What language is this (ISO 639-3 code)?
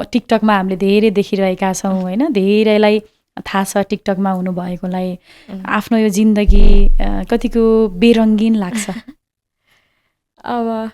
nep